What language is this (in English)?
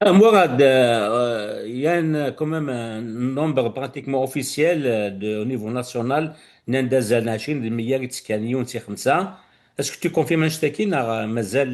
Kabyle